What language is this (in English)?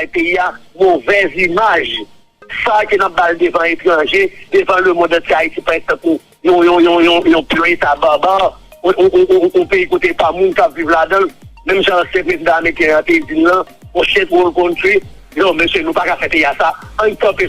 Haitian Creole